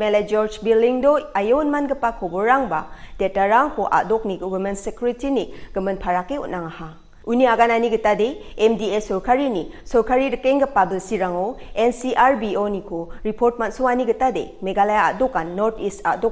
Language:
Garo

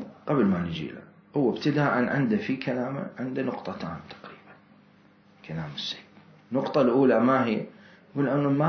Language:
Mesopotamian Arabic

